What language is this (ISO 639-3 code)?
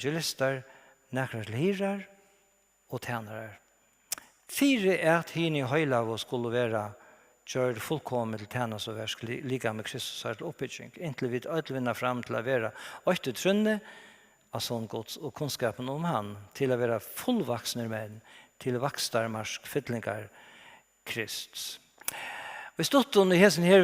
fao